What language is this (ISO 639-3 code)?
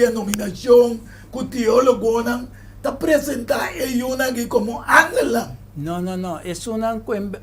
pap